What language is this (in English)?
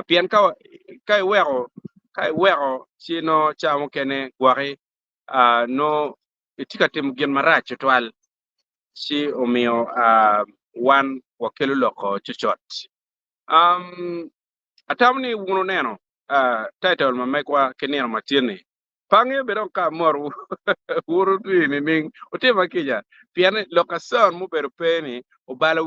Acoli